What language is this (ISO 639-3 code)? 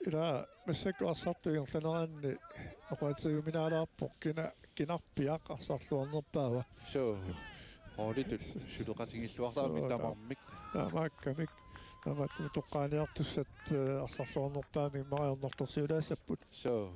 kal